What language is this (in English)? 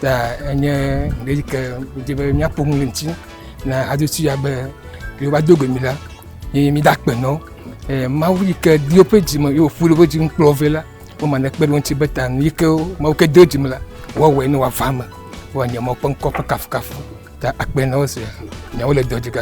Ewe